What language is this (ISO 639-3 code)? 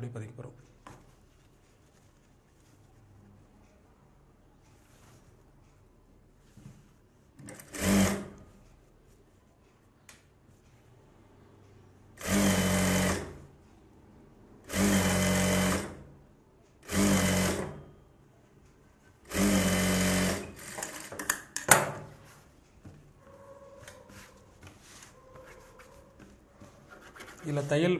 tam